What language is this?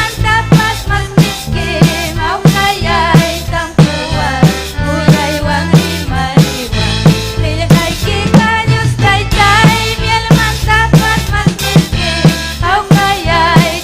Ayacucho Quechua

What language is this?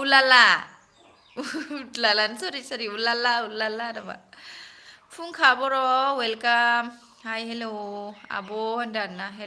Bodo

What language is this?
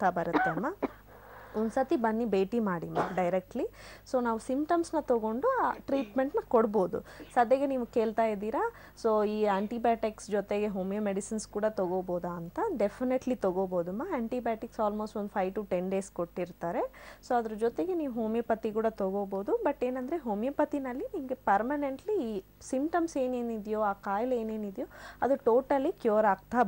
Kannada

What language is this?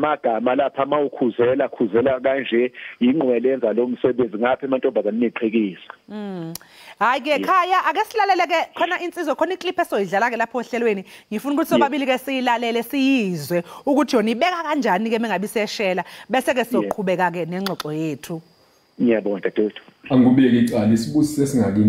Zulu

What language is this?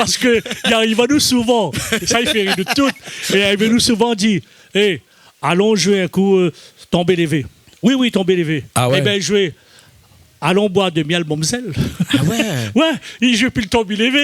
Réunion Creole French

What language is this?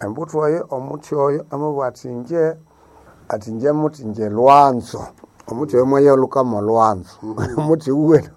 Nande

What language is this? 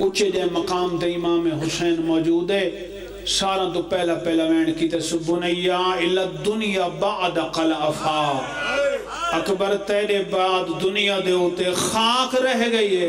Pahari-Potwari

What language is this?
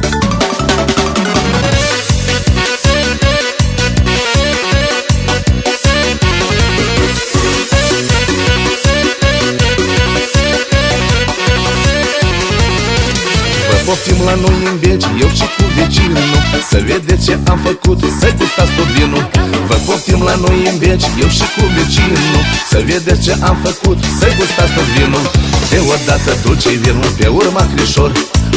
Romanian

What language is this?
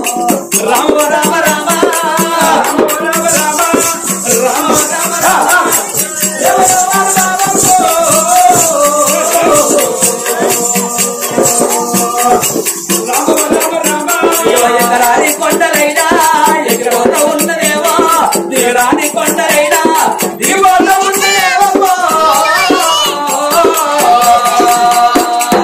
Telugu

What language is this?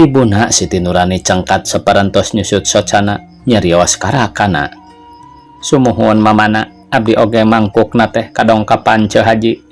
Sundanese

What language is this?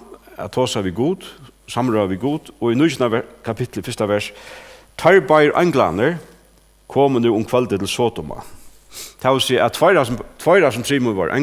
Faroese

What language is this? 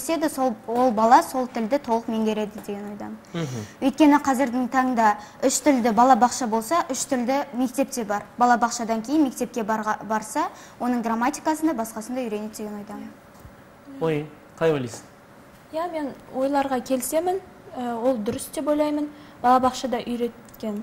Kazakh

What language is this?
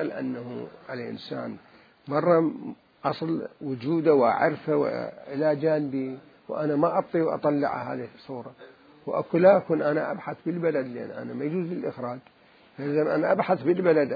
Mesopotamian Arabic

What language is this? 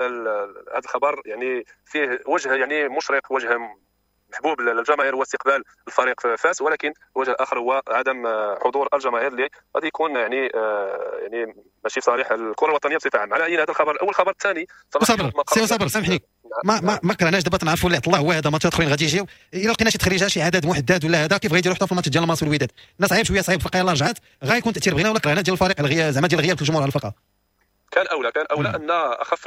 Moroccan Arabic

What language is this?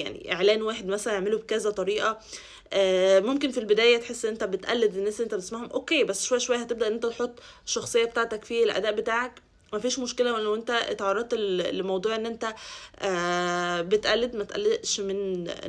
Egyptian Arabic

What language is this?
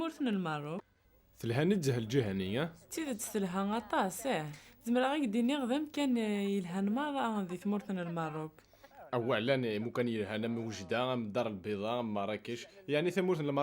Kabyle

